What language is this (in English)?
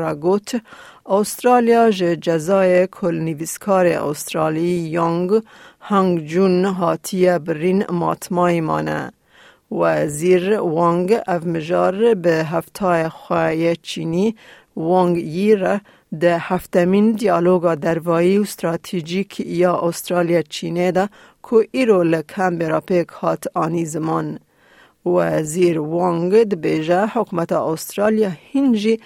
Kurdish